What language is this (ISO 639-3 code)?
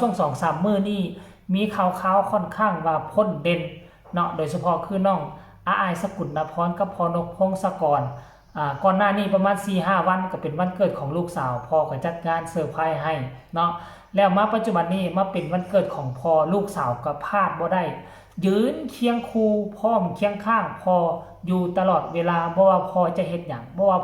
tts